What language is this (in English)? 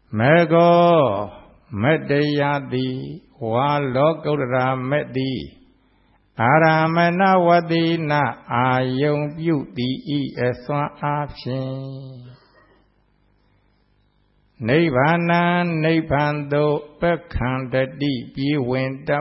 Burmese